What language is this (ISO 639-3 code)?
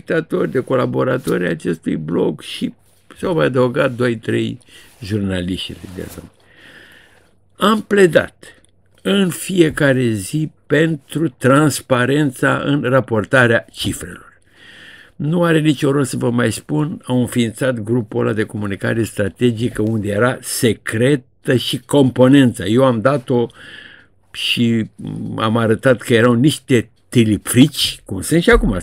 ron